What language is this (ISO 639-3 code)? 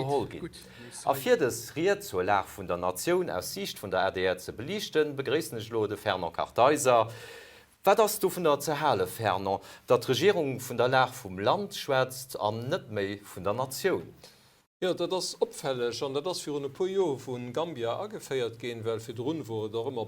ltz